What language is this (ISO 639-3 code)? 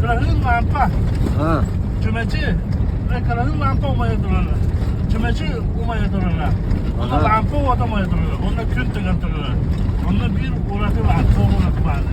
sah